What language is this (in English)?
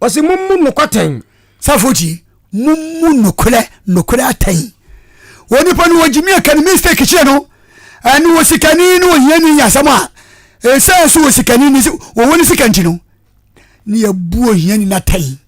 Akan